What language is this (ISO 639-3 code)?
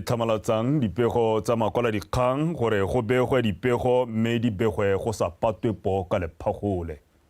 tsn